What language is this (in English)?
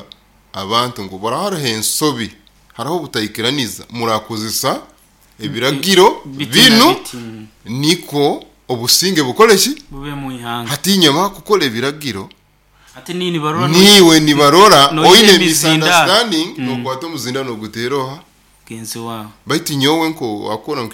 Nyoro